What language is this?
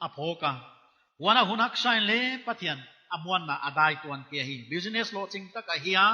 Paite Chin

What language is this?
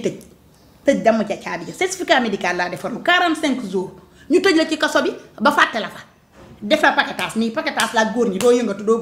Wolof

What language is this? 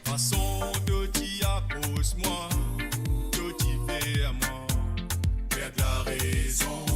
Morisyen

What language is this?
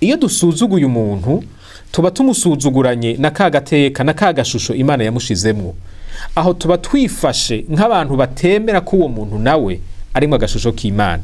Rundi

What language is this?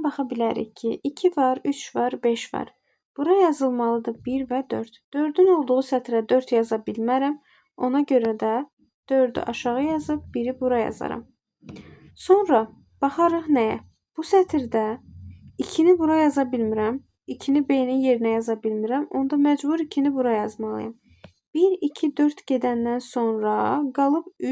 Azerbaijani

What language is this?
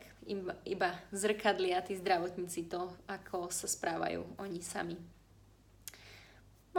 Slovak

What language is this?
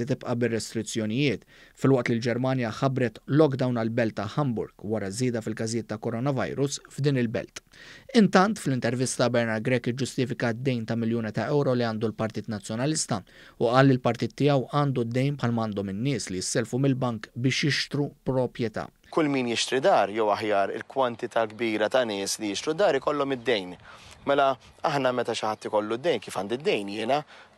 Maltese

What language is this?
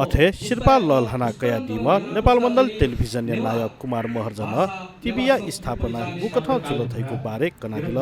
Newari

